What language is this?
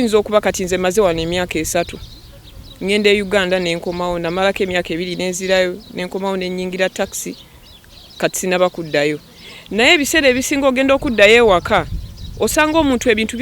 Ganda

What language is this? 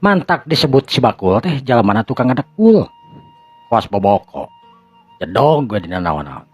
Sundanese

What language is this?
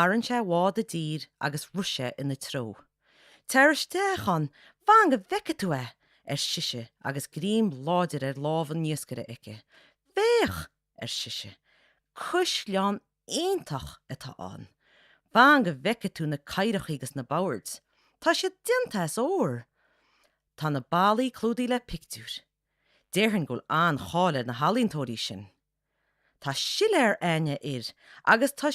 Irish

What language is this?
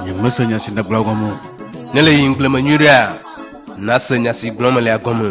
Ewe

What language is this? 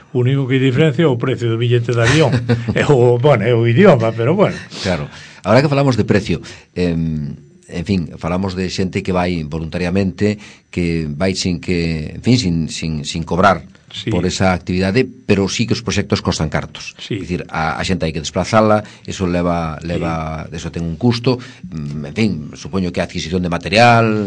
Galician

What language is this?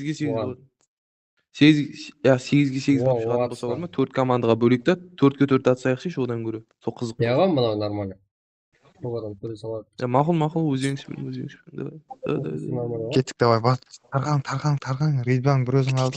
Kara-Kalpak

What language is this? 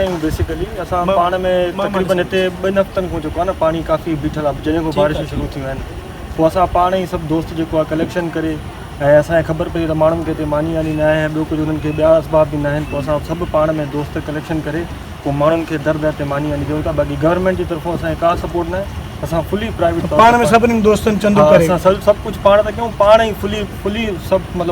Sindhi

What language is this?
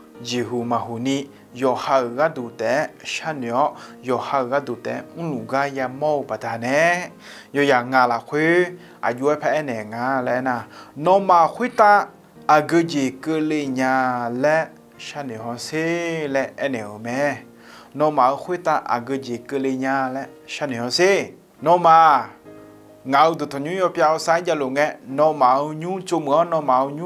Akha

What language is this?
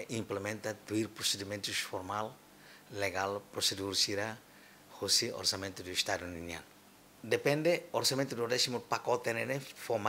Tetum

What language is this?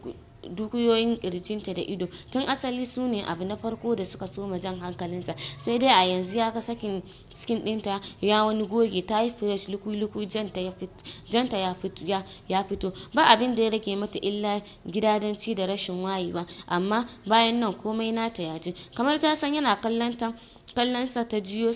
Hausa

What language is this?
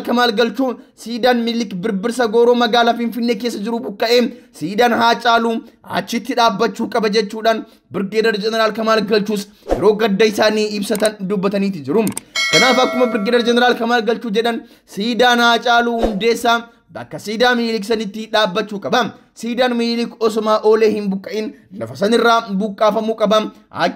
Oromo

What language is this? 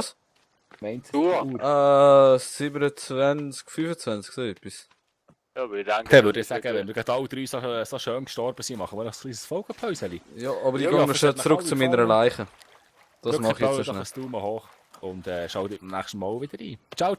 Swiss German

